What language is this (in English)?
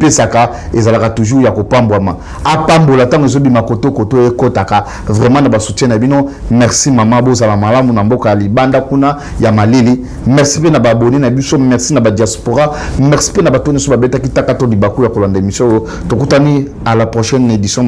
Lingala